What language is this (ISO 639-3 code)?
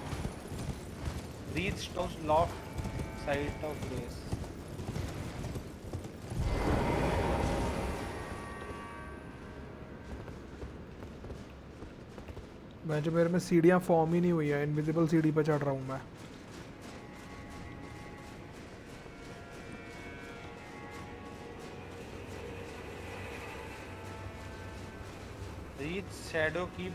hin